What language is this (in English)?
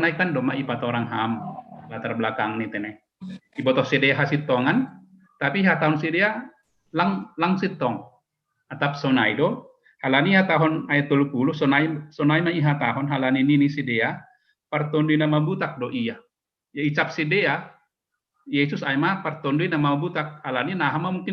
Batak Simalungun